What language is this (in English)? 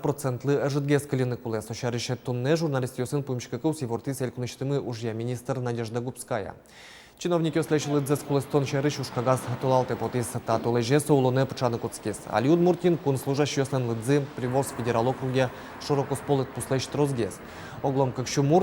Udmurt